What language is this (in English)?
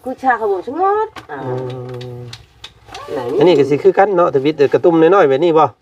Lao